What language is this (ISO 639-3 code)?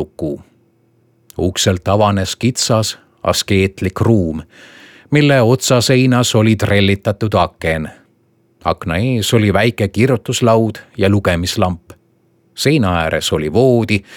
est